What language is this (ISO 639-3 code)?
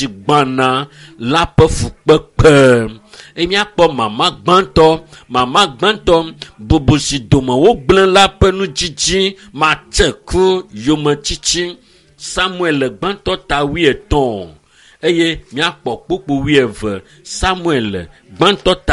ewe